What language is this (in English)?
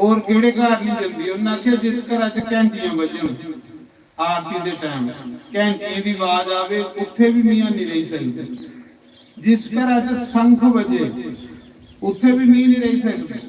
Dogri